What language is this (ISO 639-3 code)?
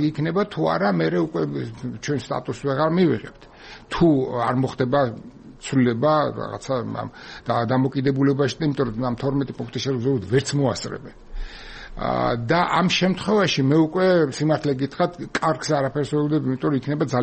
kat